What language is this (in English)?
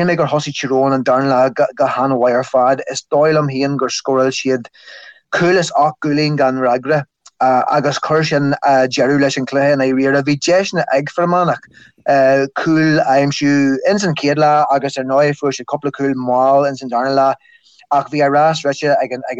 Irish